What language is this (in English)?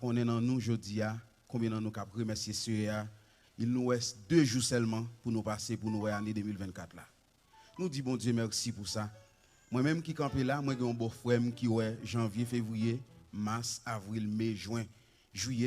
Haitian Creole